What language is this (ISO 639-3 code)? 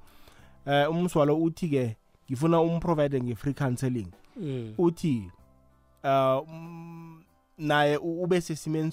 nbl